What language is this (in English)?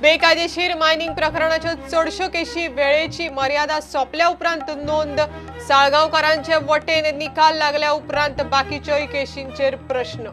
Konkani